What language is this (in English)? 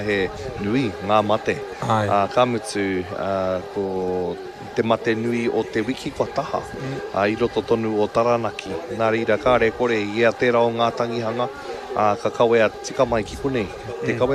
Māori